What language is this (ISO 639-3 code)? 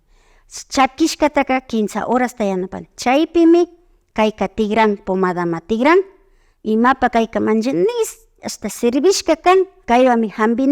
qvi